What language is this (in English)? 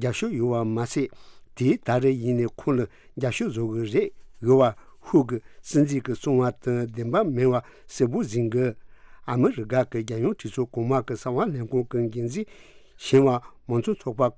Tibetan